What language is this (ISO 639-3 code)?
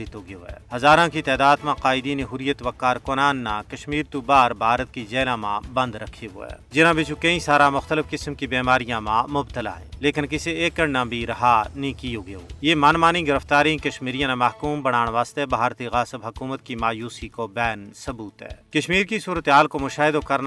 gju